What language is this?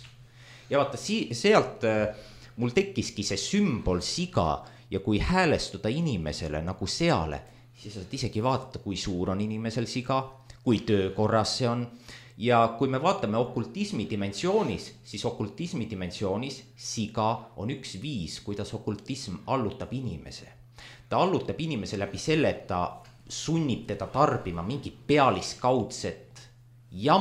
Estonian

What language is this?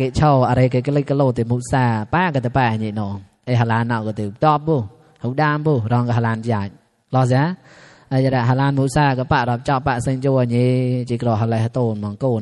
Mon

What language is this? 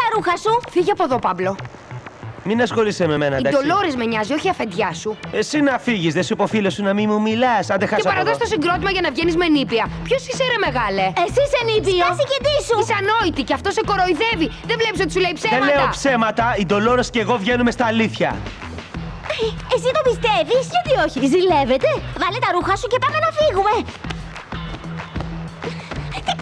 Greek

